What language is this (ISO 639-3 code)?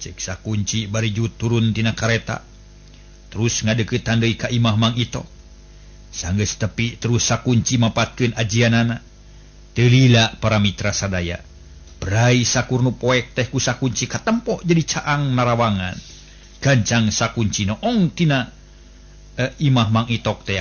sun